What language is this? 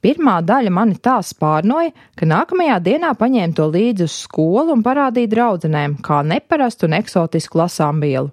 Latvian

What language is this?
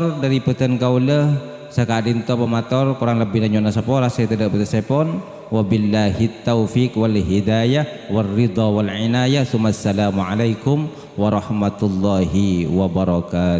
Madurese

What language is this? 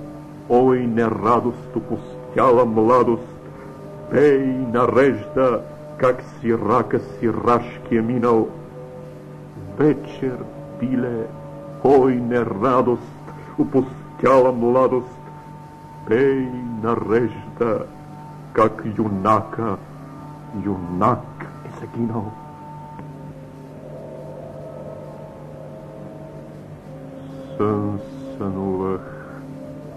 Bulgarian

